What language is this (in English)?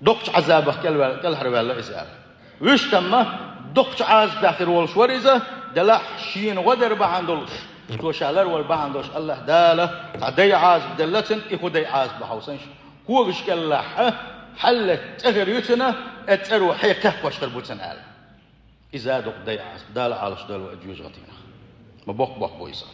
Chechen